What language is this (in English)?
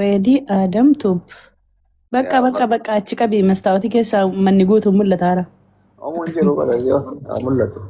Oromo